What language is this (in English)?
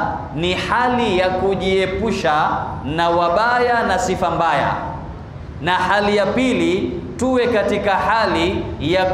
Swahili